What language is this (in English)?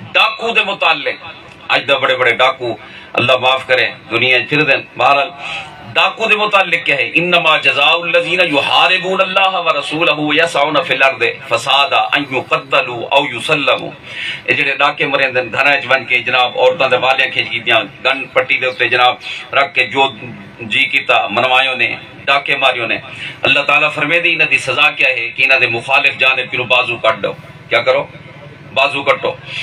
Saraiki